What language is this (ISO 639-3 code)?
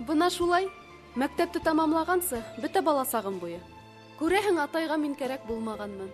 bak